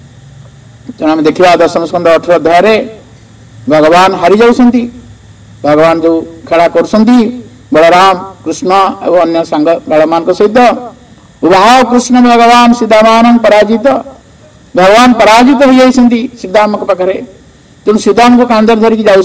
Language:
Odia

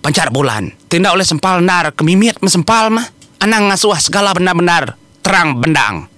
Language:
Iban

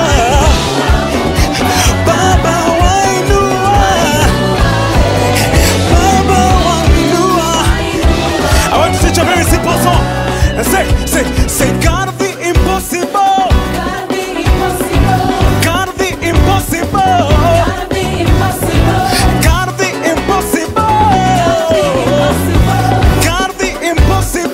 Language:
Swahili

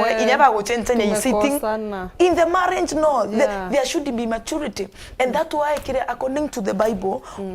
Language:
Meru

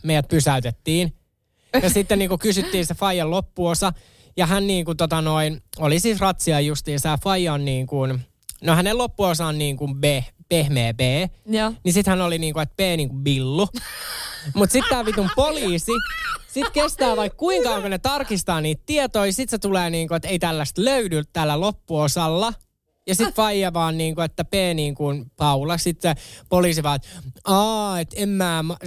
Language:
Finnish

